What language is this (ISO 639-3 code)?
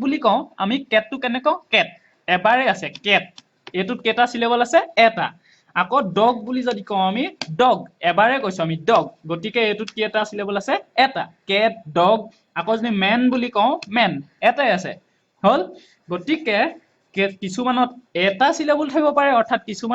asm